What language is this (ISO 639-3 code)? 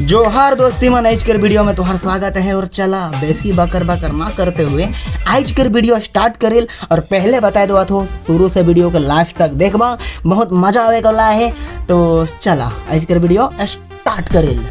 sck